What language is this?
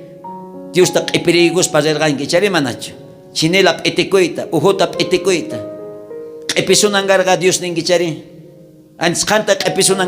South Bolivian Quechua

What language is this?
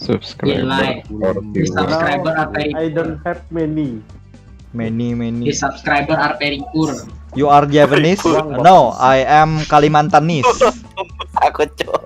Banjar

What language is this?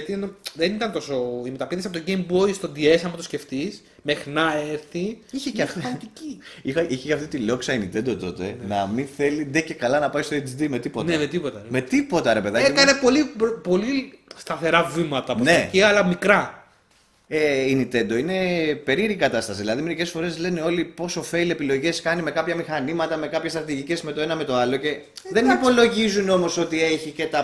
Greek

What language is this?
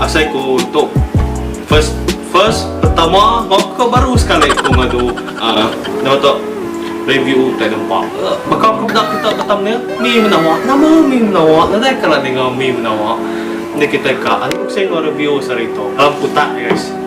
Iban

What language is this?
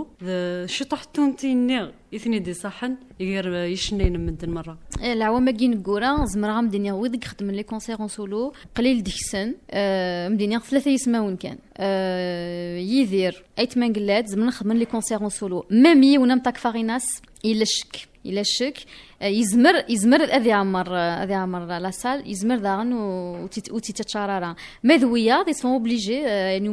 Kabyle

